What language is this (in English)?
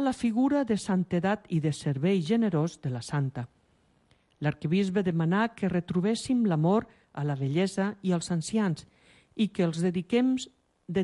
Catalan